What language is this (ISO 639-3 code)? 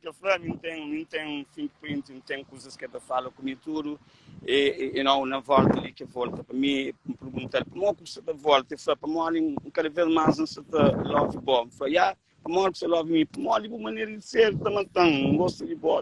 kea